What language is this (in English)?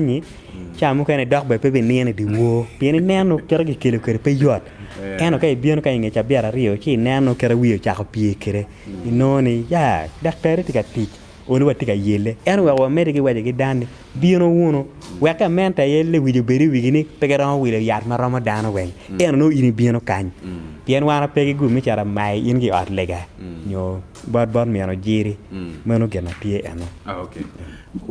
Acoli